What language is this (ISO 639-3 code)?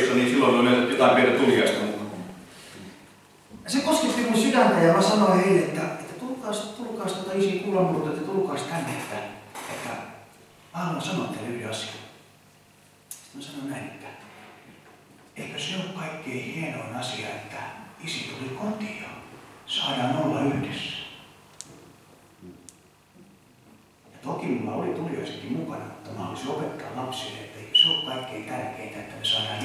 fin